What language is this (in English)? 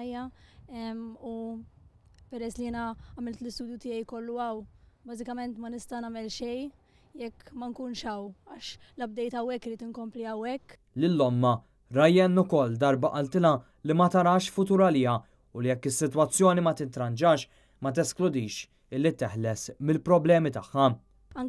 Maltese